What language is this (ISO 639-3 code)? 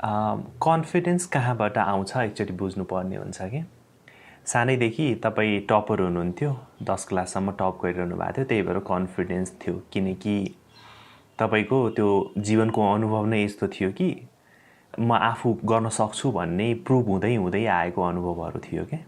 nep